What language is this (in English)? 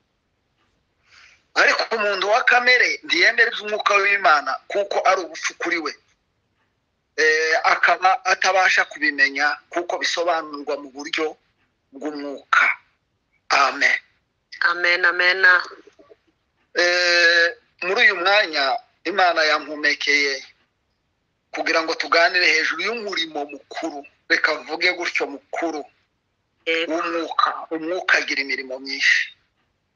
Kinyarwanda